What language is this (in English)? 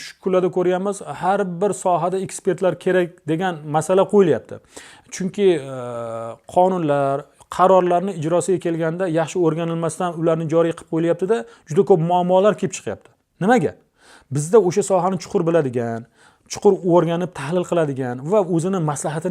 Uzbek